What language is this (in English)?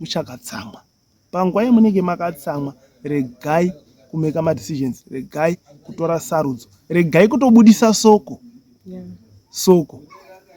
Shona